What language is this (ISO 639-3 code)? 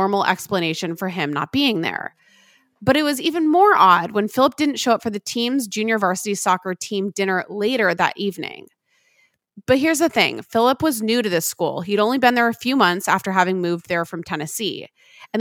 eng